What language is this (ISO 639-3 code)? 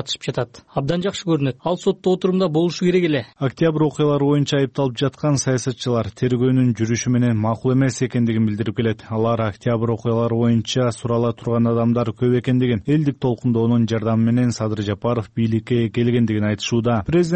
kir